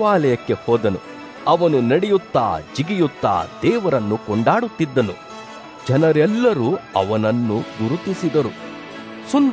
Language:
Kannada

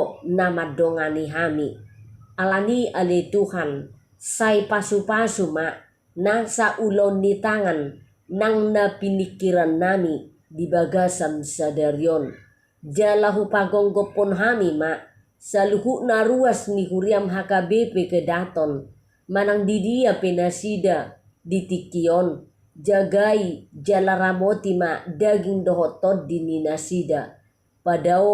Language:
Batak Toba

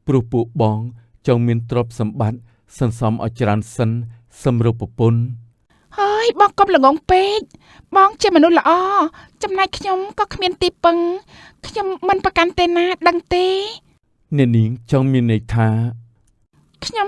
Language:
Khmer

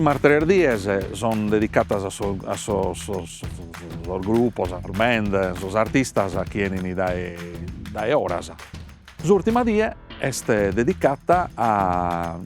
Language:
Sardinian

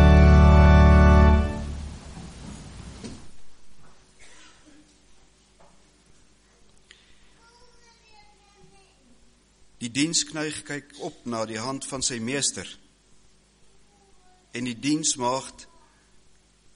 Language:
Afrikaans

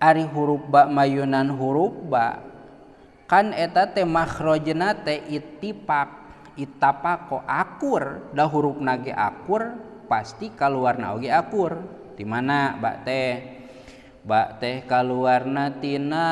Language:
Sundanese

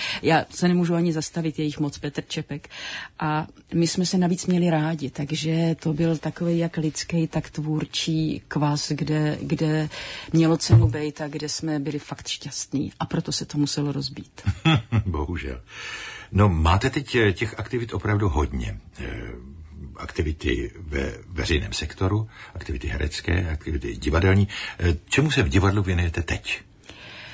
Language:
Czech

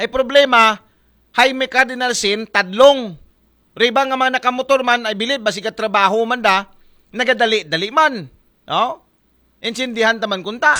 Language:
Aklanon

